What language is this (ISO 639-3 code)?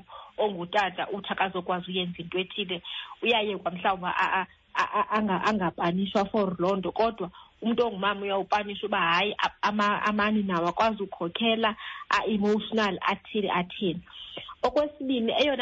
xho